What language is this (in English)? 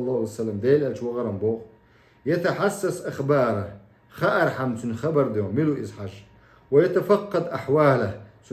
Chechen